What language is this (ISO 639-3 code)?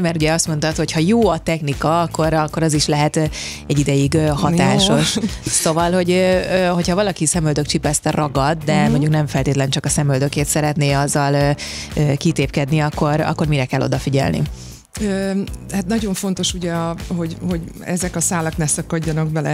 hun